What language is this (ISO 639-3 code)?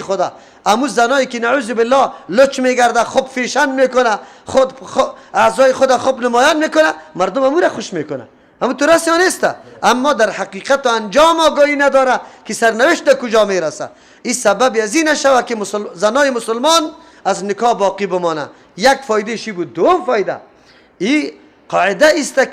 fas